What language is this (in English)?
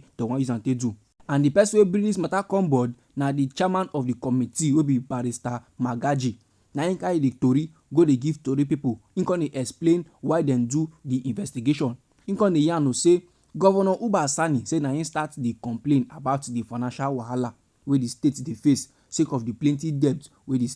Nigerian Pidgin